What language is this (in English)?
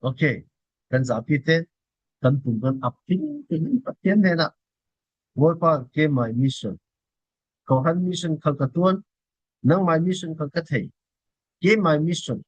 Falam Chin